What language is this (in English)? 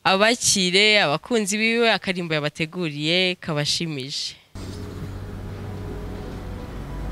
Kinyarwanda